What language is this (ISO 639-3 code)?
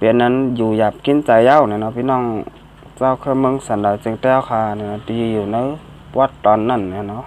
shn